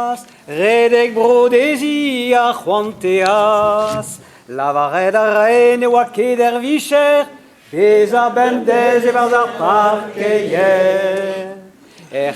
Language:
Breton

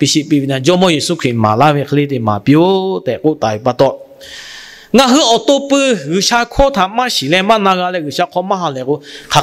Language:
Lahu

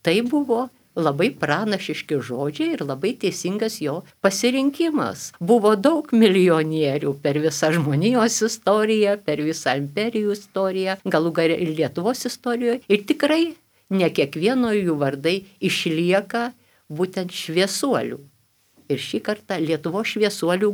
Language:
Lithuanian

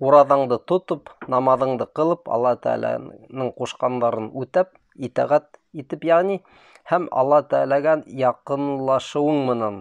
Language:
Bashkir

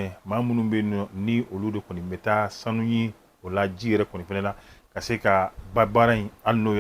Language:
Bambara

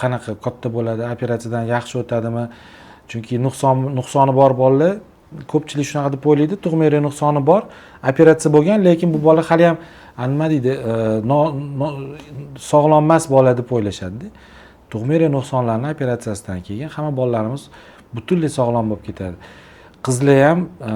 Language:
Uzbek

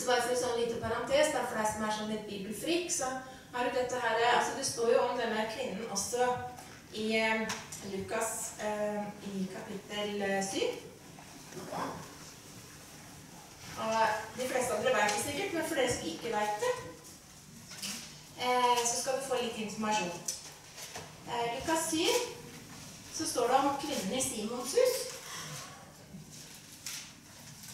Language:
Norwegian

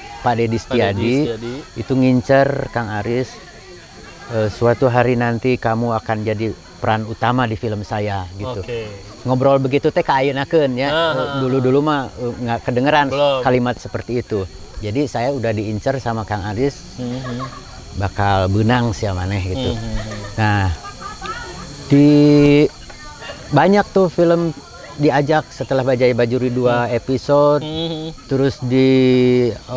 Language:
Indonesian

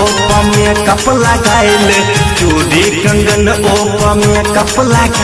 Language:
Bhojpuri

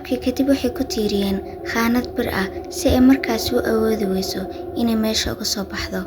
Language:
Somali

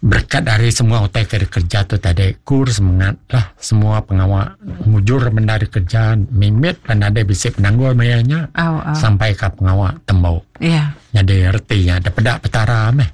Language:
Iban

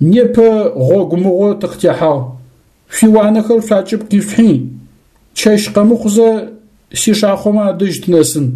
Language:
Adyghe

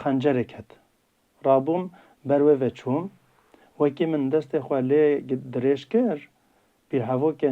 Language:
Kurdish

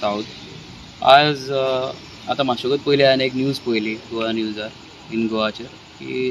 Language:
Konkani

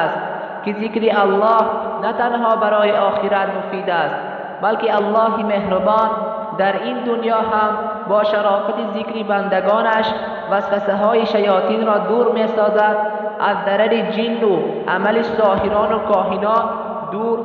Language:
Tajik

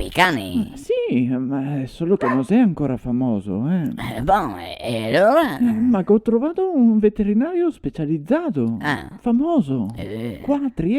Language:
Venetian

